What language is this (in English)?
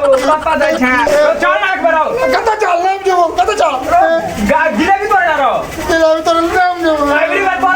Maithili